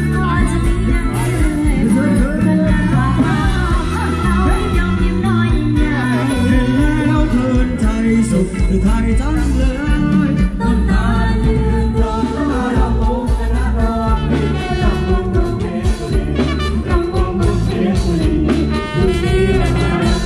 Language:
Thai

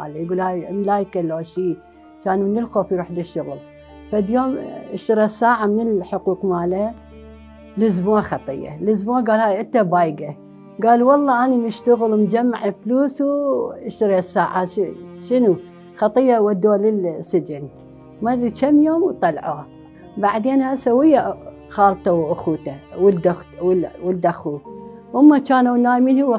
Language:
Mesopotamian Arabic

